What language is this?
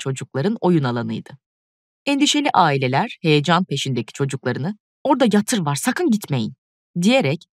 Turkish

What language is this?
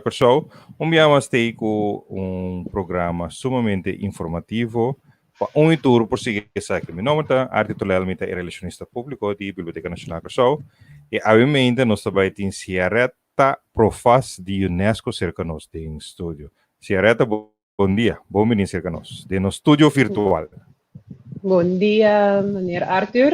Papiamento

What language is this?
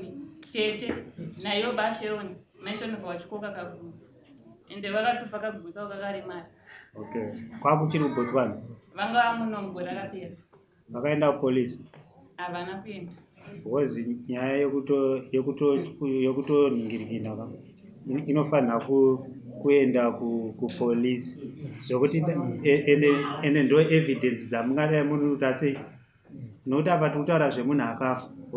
Shona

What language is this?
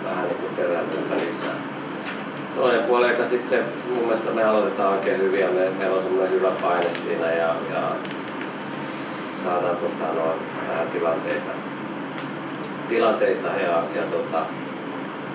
Finnish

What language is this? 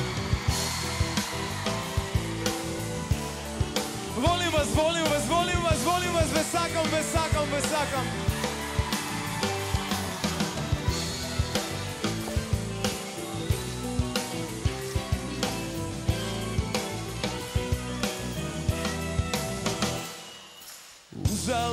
Croatian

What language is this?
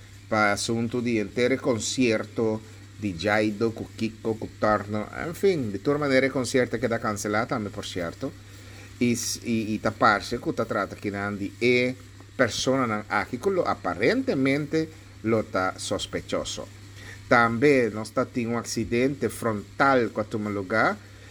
Papiamento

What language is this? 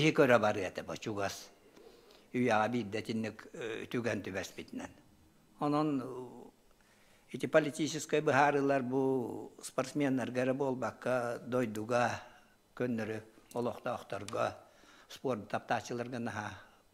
Yakut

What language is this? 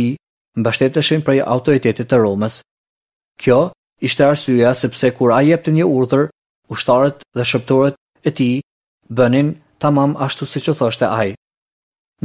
Albanian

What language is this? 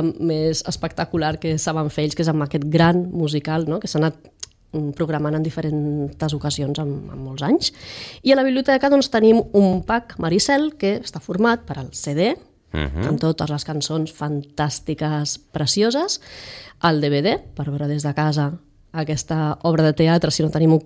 Catalan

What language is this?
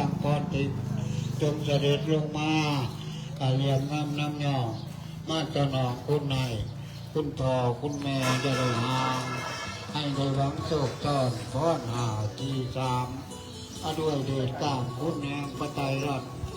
Northeastern Thai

